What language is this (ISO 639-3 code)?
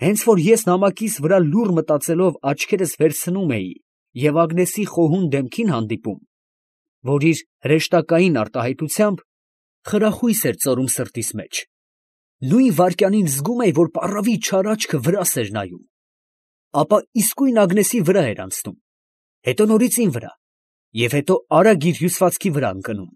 hye